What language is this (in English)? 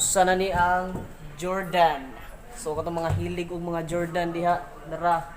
Cebuano